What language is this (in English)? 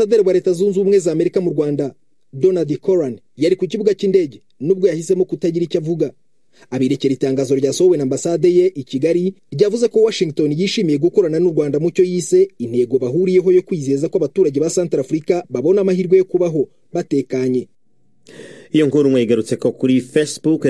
Kinyarwanda